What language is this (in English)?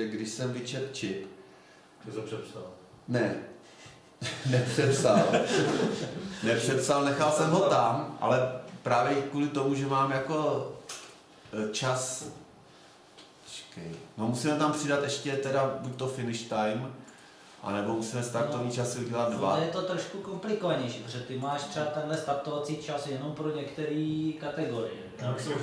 Czech